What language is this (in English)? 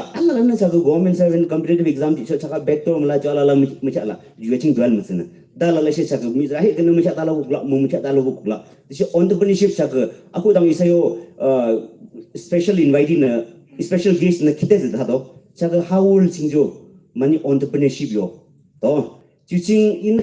Yimchungru Naga